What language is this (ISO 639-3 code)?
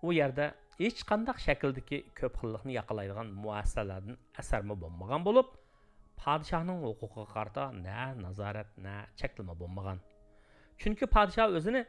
uig